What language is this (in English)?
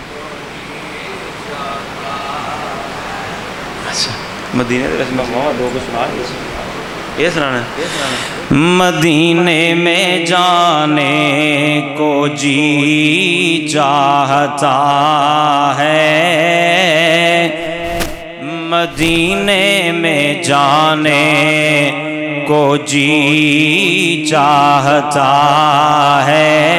Urdu